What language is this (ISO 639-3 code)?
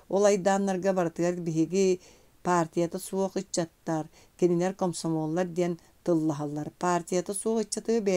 sah